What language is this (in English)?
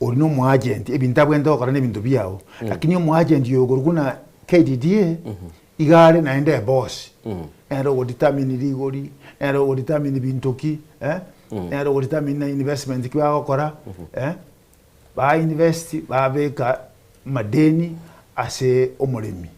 Gusii